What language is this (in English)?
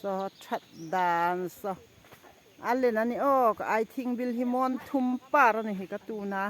Hmar